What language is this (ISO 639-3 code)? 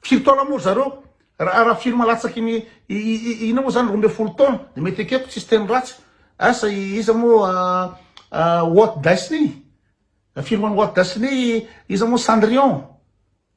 mlg